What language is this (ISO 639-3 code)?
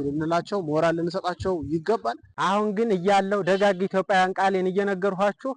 amh